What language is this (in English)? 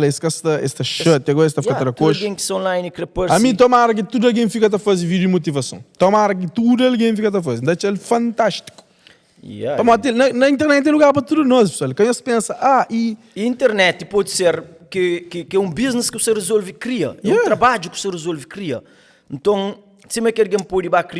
Kabuverdianu